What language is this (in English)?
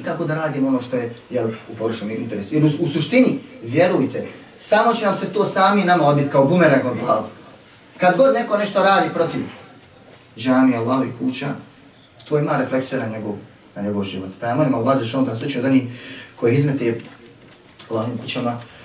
Bosnian